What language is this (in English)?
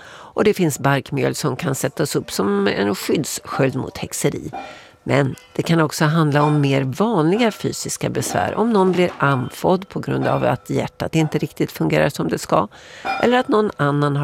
Swedish